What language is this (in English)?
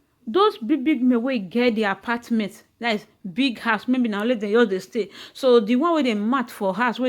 Nigerian Pidgin